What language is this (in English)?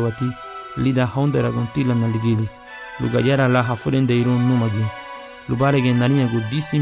Garifuna